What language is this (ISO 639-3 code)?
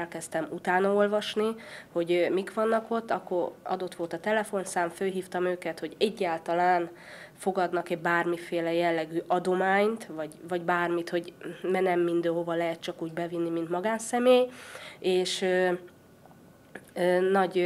hun